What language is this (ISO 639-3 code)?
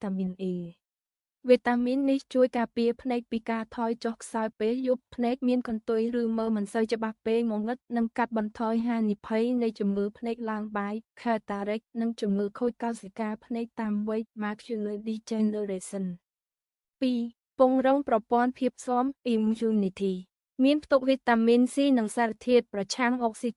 khm